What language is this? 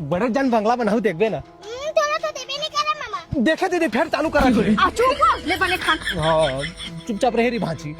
Chhattisgarhi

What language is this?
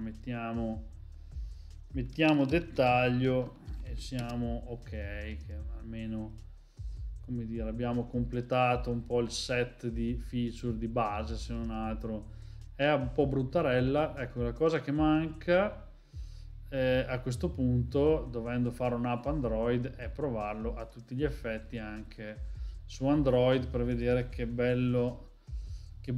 Italian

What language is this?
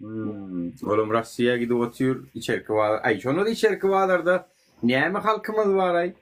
Turkmen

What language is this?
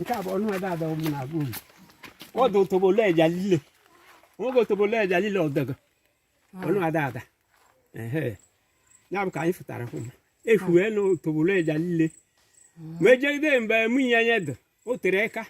Igbo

